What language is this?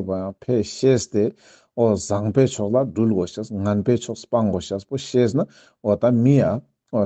Ladakhi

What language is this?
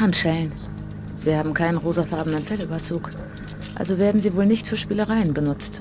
Bavarian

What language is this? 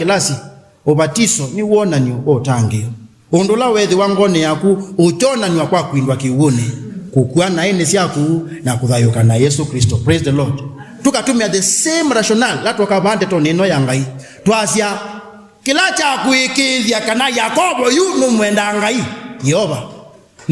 Kamba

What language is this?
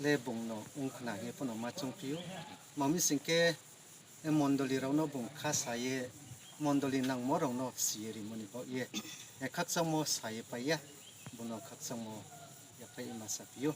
Riang (India)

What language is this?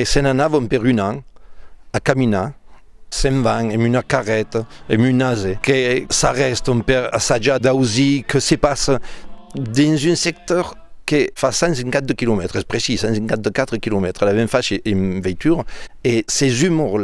Occitan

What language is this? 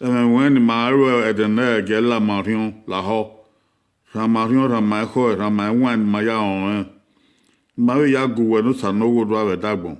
Bini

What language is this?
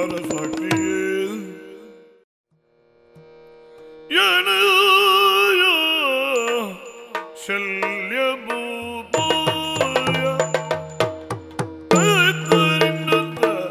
Kannada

